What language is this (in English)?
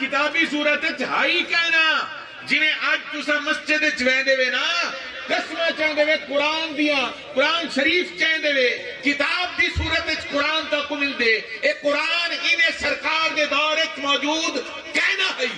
Saraiki